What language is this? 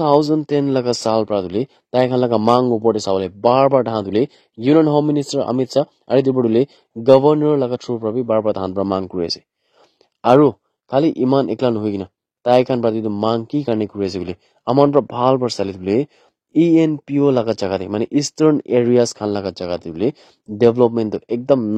Naga Pidgin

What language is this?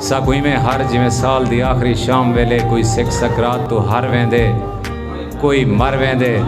Saraiki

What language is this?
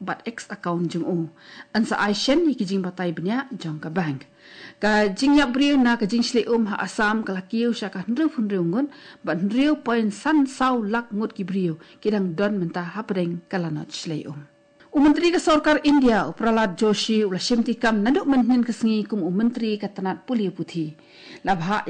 Khasi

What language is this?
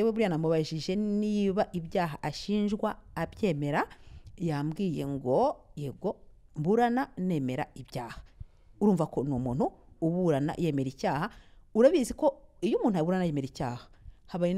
Kinyarwanda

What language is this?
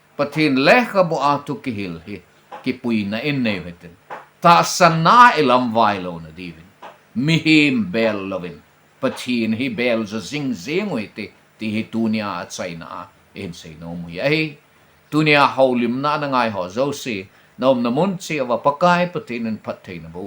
Thado Chin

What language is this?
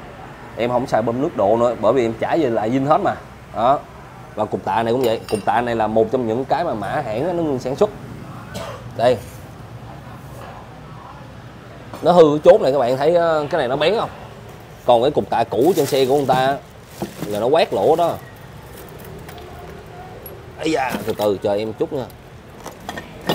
Vietnamese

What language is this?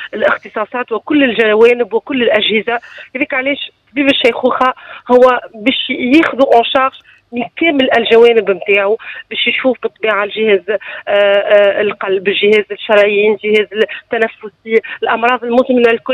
Tunisian Arabic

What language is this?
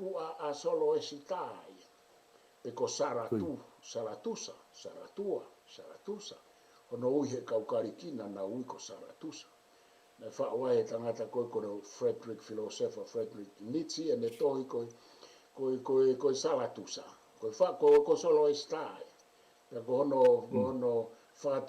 Tongan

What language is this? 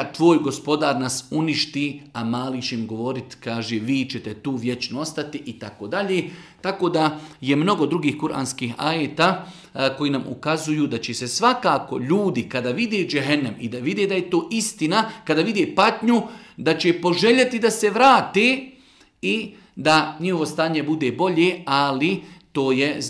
Bosnian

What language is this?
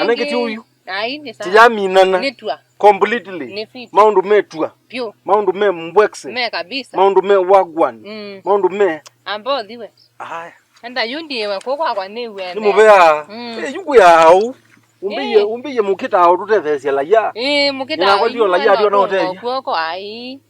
Kamba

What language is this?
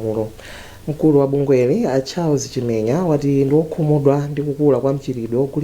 Nyanja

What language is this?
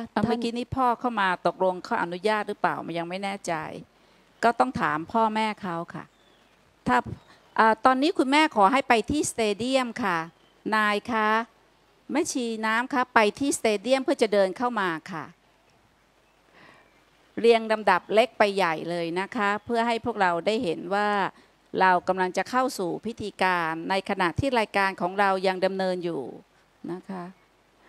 Thai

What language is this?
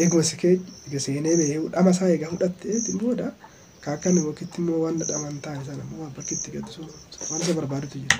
Oromo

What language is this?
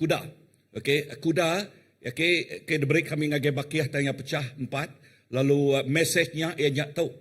Iban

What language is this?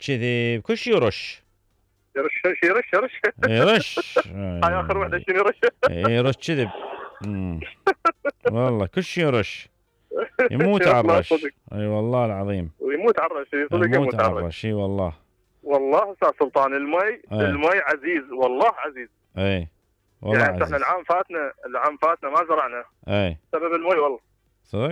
Mesopotamian Arabic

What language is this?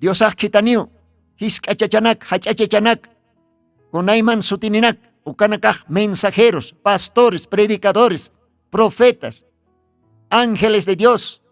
Aymara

